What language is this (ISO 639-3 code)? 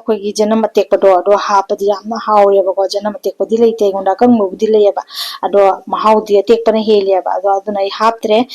mni